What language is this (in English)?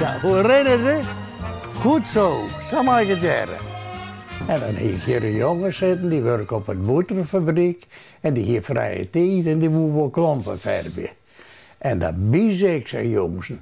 Western Frisian